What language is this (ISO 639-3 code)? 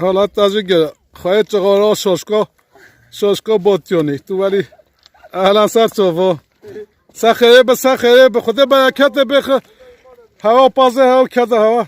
kur